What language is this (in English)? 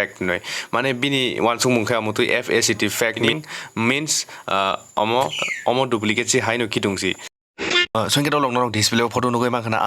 Kok Borok